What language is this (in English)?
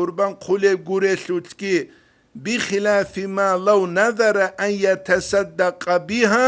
Avaric